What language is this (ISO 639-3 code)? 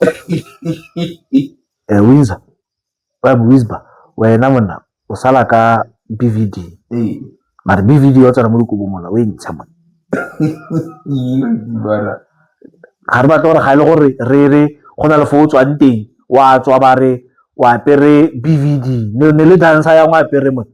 tsn